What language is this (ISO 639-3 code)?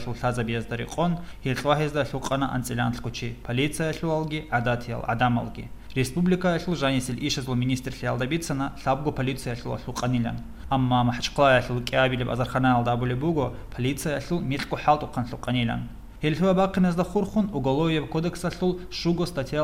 ava